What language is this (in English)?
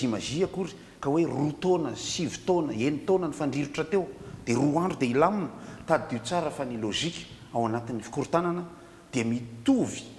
Malagasy